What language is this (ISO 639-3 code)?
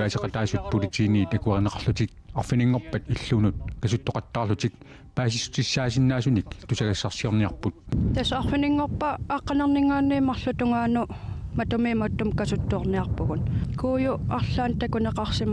kal